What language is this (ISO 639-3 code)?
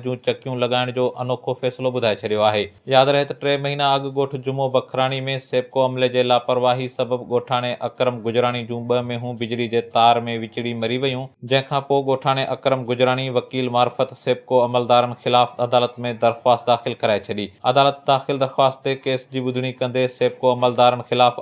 snd